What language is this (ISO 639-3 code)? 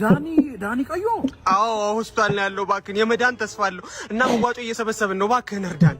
amh